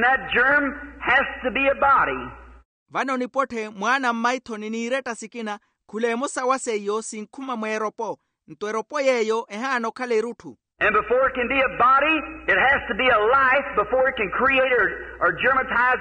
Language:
Makhuwa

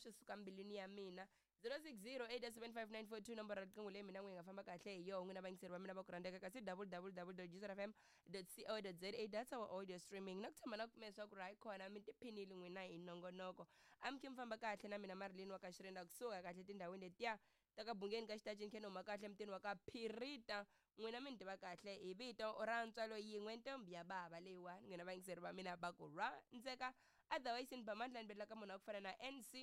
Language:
Tsonga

